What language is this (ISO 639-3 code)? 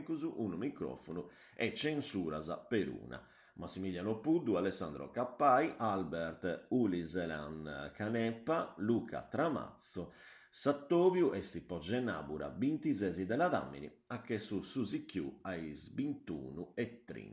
srd